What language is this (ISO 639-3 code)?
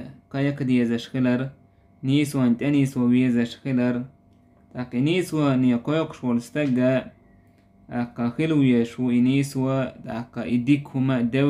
che